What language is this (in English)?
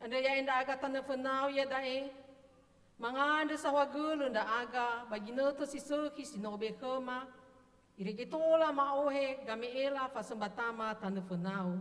Nias